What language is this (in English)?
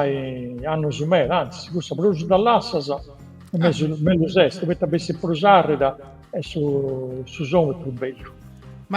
Sardinian